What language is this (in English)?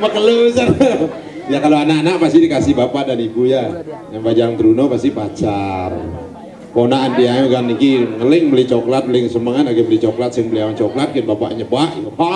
Balinese